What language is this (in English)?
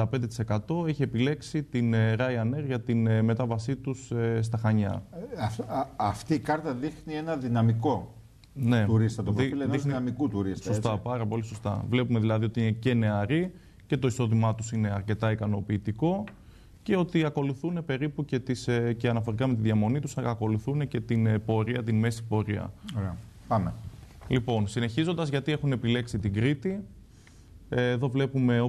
Greek